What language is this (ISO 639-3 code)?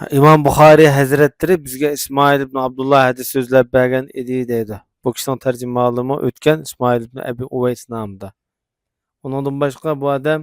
uig